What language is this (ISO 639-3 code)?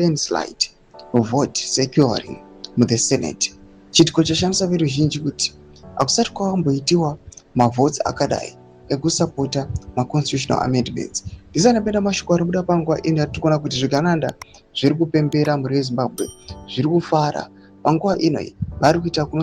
sna